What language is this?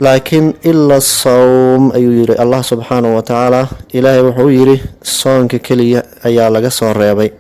Somali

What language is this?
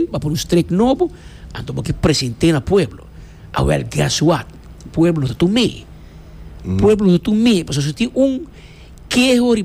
Papiamento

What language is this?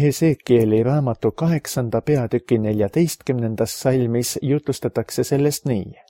Estonian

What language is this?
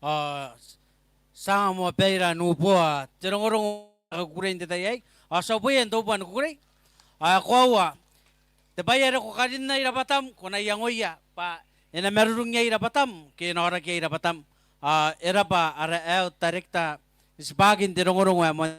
Gilbertese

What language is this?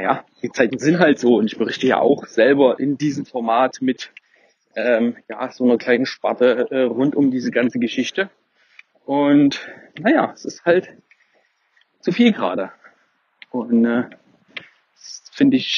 German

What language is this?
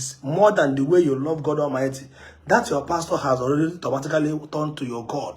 Igbo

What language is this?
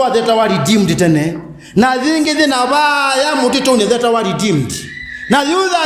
Kamba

